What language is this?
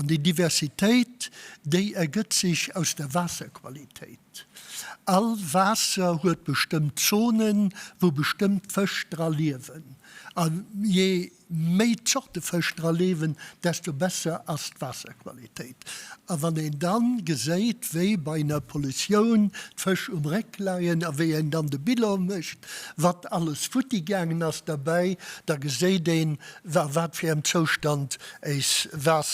Luxembourgish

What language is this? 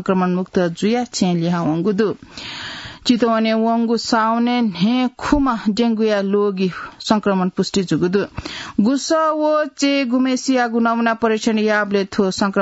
Newari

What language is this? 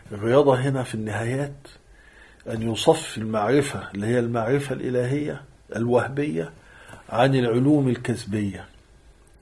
Egyptian Arabic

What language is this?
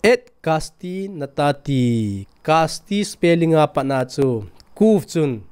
Thado Chin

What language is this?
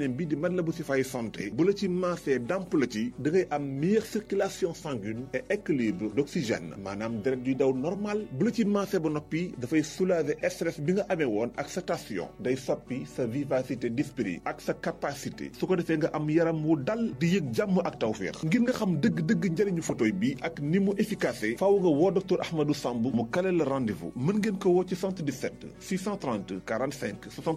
Wolof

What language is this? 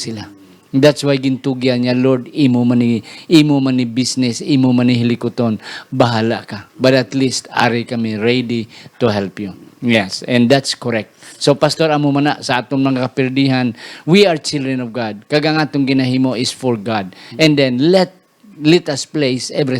Hiligaynon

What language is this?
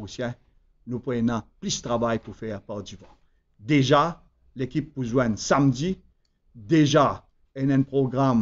Morisyen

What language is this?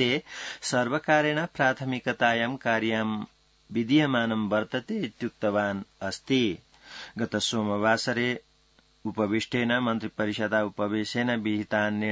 Sanskrit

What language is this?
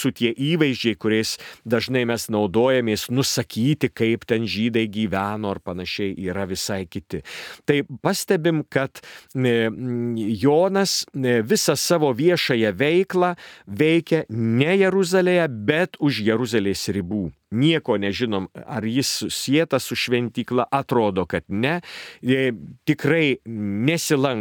Lithuanian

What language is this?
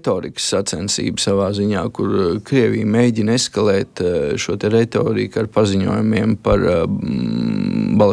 Latvian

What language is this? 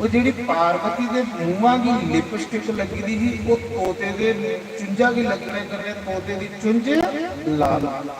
Dogri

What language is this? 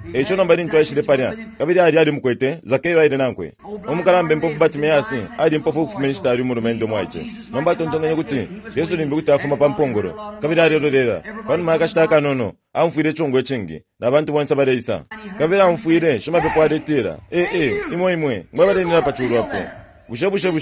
Bemba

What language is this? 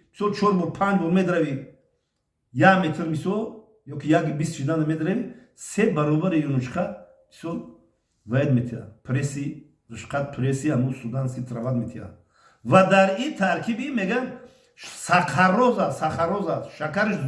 Tajik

